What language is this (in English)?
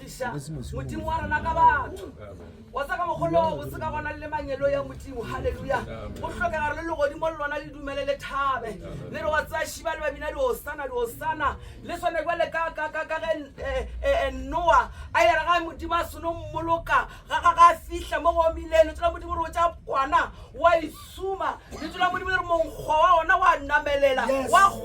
Northern Sotho